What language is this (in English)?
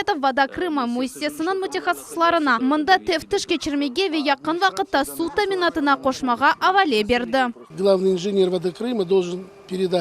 Crimean Tatar